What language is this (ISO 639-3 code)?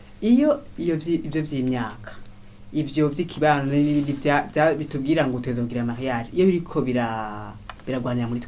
run